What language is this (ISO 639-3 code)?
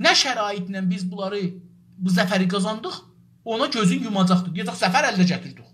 azb